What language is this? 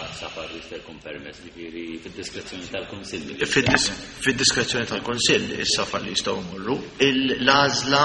Maltese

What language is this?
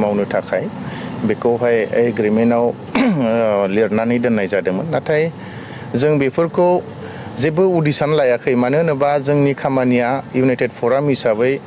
Bodo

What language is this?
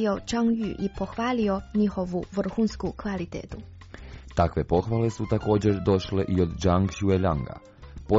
Croatian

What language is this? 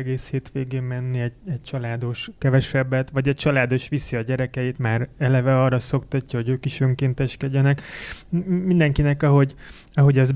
Hungarian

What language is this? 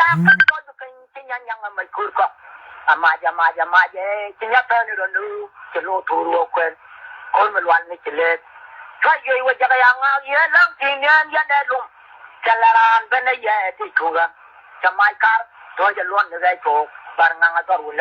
Nuer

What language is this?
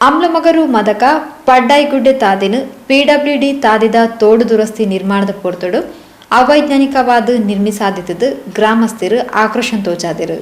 Tulu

